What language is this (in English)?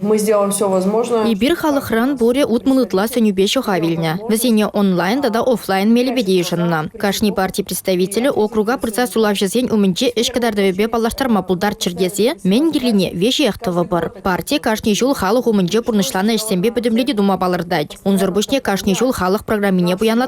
Chuvash